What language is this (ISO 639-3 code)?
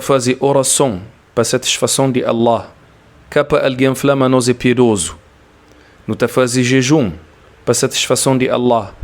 kea